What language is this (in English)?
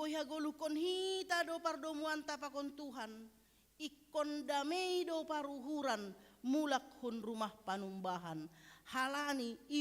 Batak Simalungun